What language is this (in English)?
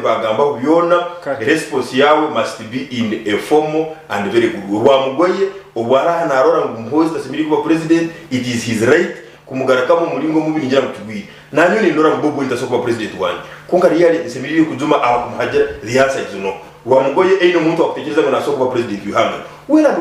Nyankole